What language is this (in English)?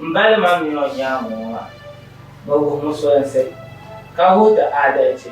Dagbani